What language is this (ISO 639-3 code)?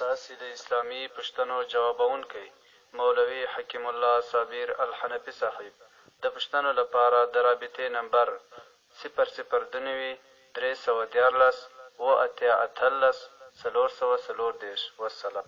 pus